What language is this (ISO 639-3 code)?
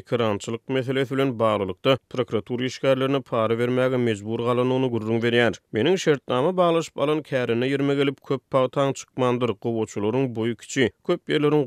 tuk